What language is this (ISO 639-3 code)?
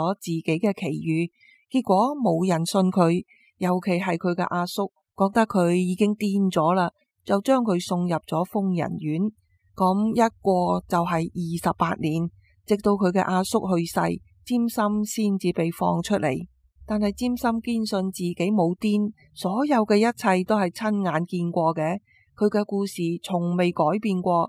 yue